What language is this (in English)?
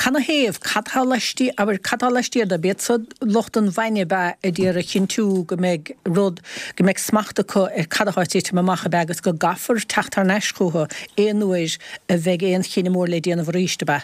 Irish